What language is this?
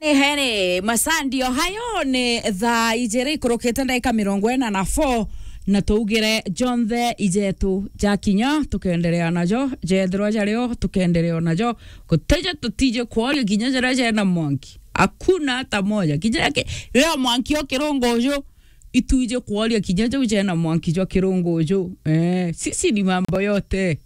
Meru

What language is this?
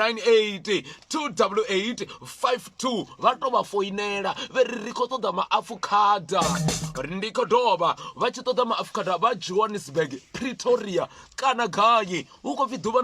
Venda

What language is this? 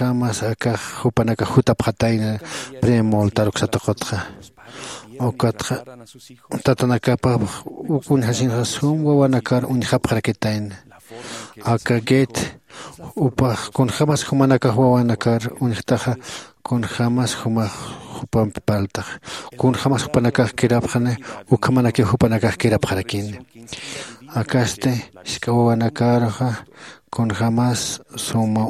Aymara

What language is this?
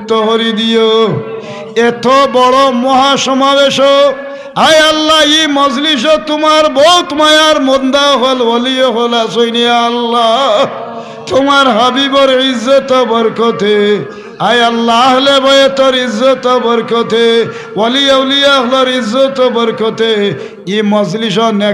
Sylheti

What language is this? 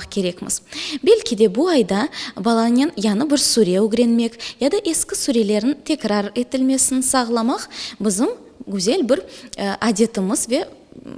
Crimean Tatar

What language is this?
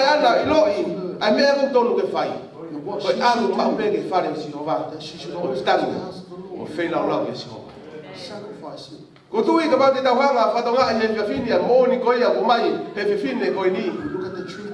Tongan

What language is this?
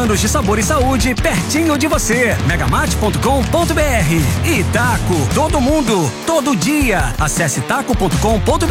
Portuguese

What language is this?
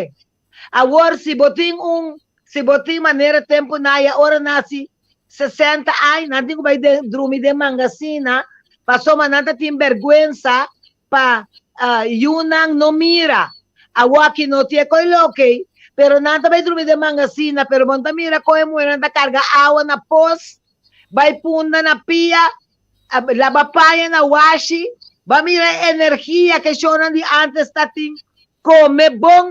Papiamento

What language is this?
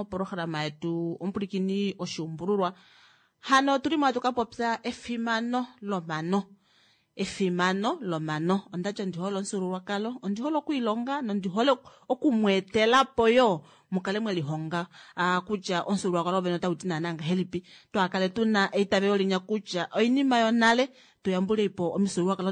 Kuanyama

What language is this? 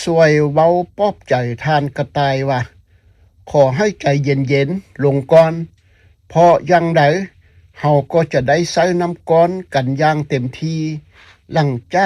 Lao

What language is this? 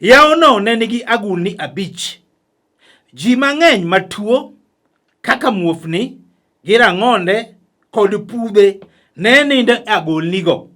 Luo (Kenya and Tanzania)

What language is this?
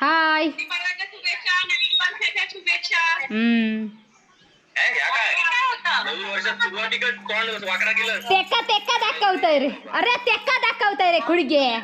Konkani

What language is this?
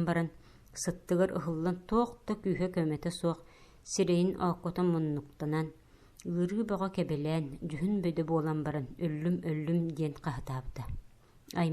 Yakut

